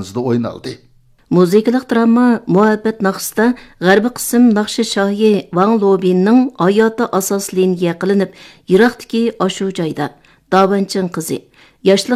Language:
Uyghur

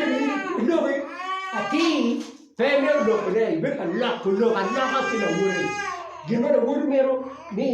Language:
Acoli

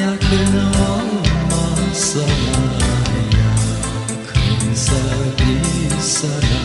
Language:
Gagauz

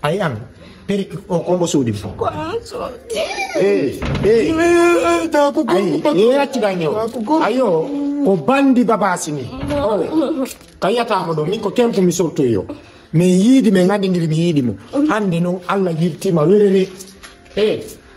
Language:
Fula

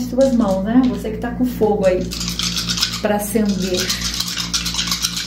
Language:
Portuguese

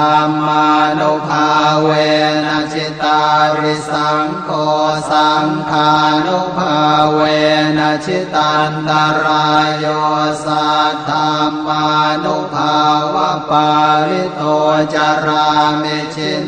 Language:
Pali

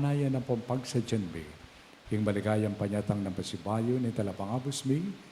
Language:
Pampanga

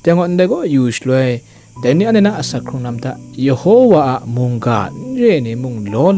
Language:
Kachin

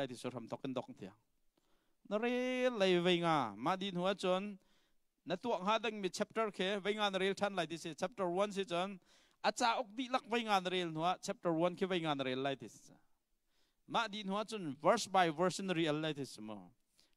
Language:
Hakha Chin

